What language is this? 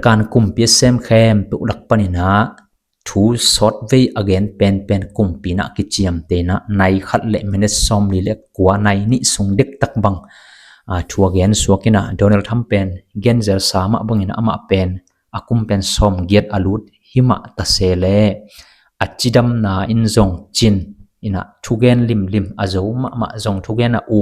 Tedim Chin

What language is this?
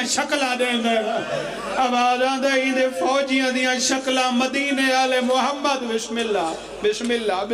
Pahari-Potwari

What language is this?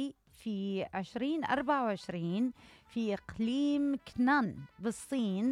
Mesopotamian Arabic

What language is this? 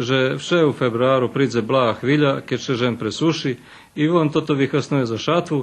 Rusyn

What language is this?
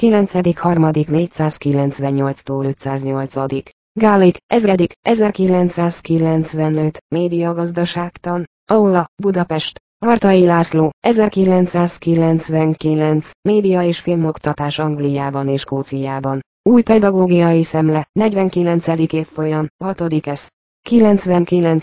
Hungarian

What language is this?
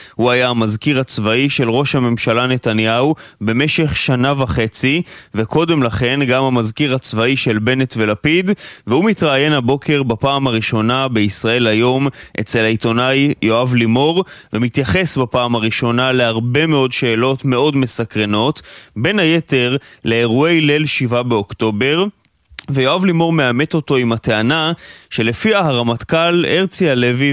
Hebrew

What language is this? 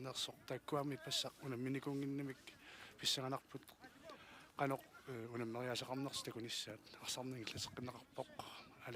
Kalaallisut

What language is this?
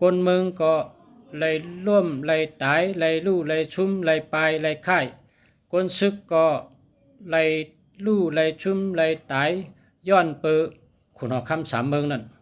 Shan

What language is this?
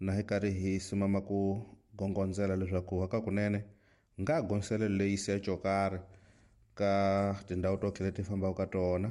Tsonga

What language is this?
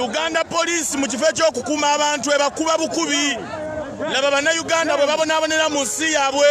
Ganda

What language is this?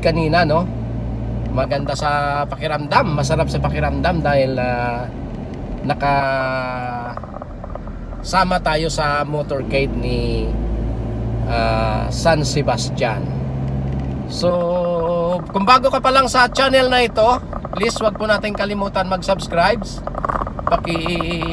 Filipino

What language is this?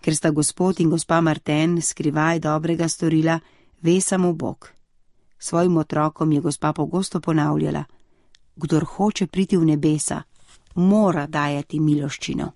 Slovenian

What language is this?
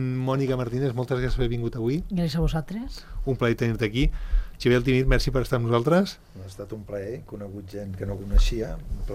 Catalan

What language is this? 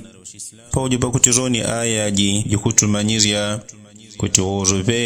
Yao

